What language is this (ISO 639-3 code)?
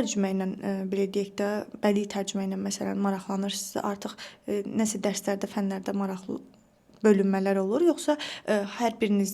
aze